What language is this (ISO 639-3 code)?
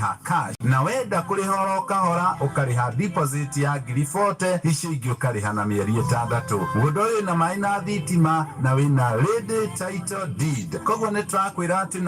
kik